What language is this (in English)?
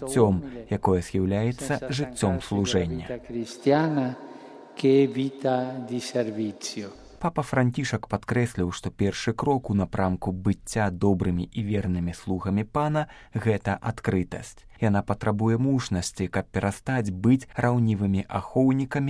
Belarusian